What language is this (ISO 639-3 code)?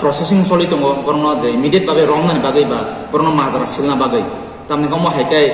trp